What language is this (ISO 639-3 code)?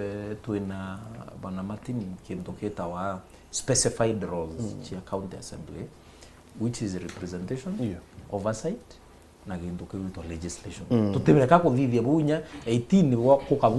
mer